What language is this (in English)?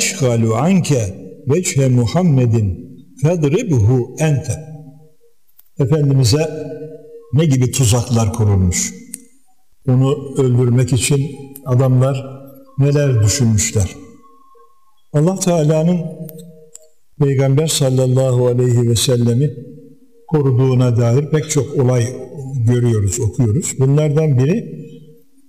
Turkish